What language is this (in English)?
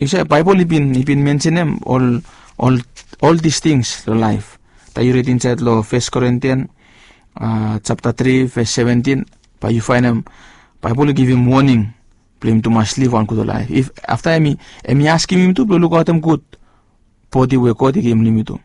Bislama